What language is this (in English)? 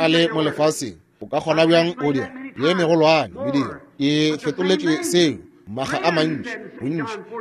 Northern Sotho